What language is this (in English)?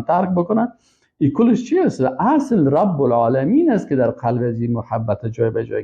Persian